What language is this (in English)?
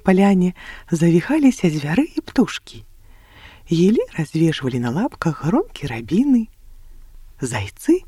Belarusian